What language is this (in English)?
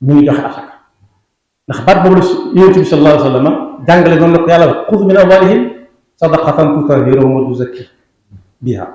Wolof